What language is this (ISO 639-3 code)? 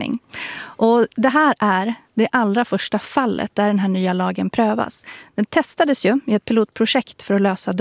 swe